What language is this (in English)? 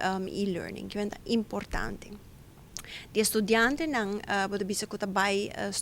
Papiamento